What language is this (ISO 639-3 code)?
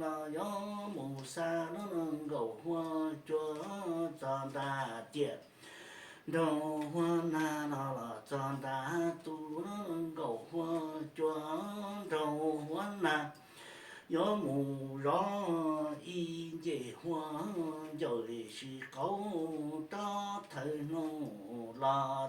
hmn